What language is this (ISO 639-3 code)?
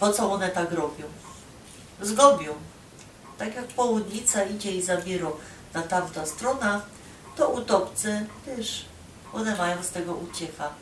szl